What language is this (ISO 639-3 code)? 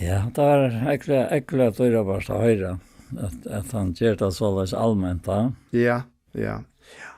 fao